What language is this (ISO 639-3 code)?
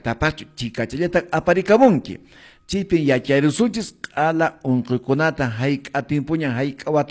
que